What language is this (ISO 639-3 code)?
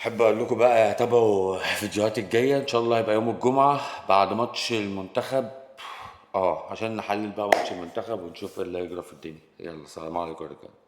arz